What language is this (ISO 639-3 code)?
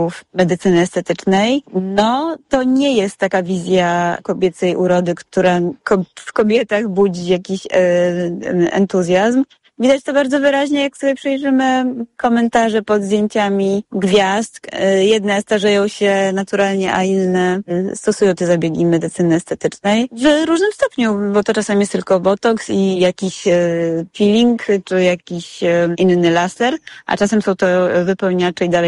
pol